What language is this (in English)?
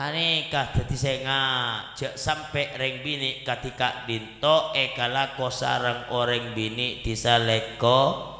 Madurese